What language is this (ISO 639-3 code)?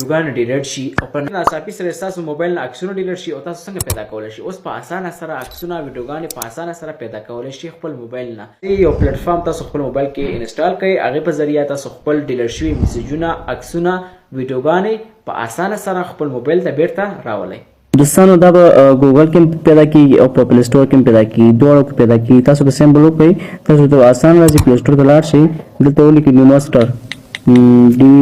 pus